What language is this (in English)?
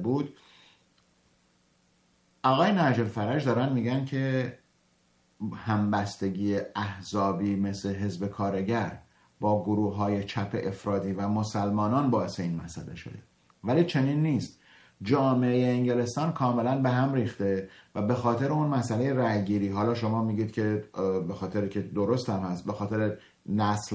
Persian